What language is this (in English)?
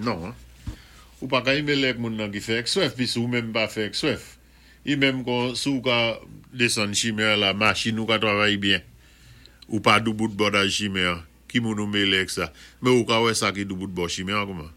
Saint Lucian Creole French